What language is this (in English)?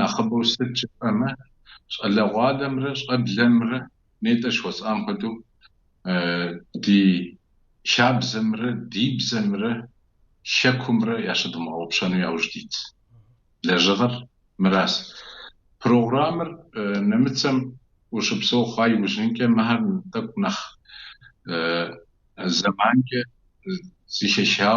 Kabardian